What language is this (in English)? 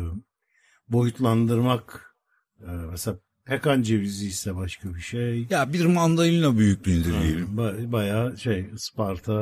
Turkish